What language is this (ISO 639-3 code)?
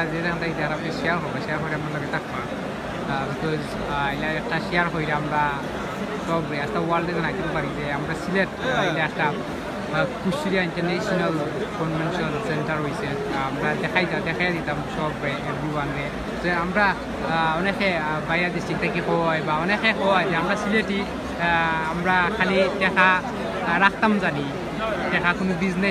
syl